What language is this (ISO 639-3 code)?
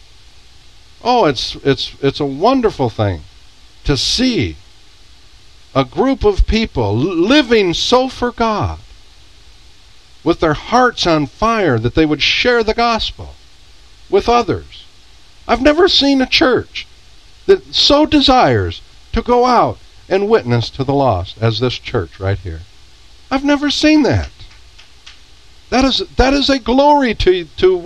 eng